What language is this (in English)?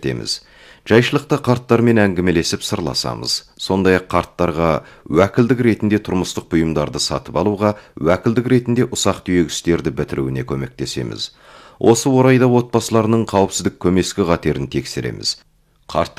Kazakh